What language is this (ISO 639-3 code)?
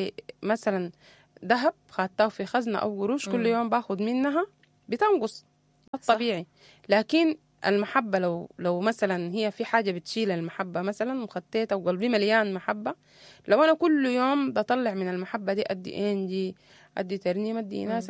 apd